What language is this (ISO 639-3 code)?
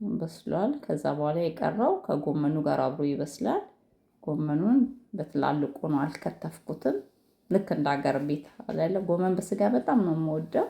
amh